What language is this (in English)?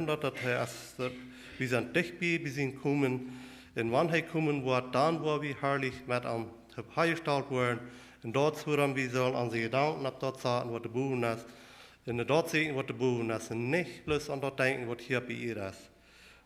Plautdietsch